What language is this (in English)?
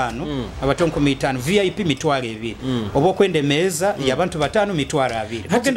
Nyoro